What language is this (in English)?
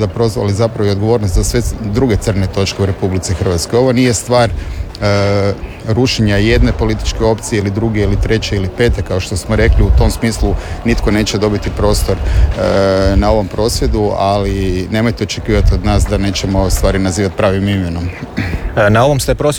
Croatian